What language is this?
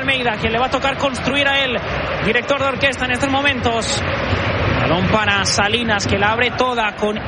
Spanish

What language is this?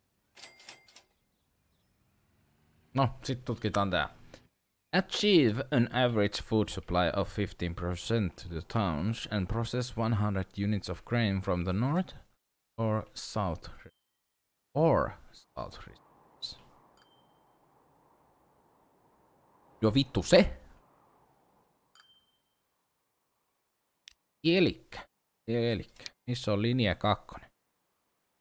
Finnish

